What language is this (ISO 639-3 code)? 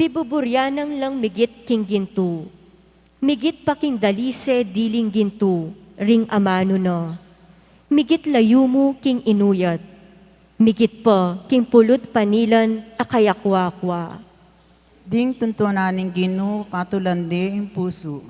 pam